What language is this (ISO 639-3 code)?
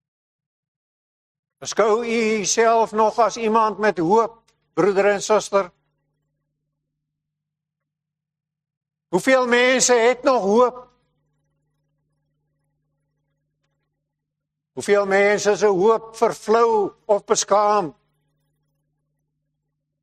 afr